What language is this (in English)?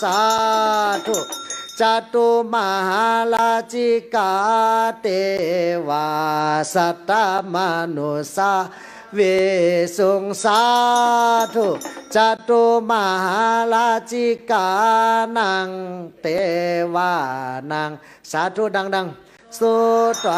Pali